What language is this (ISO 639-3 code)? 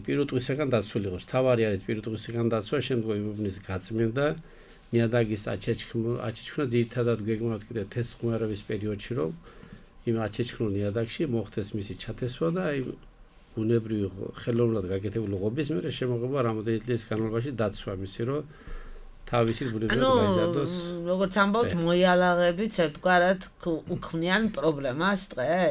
kat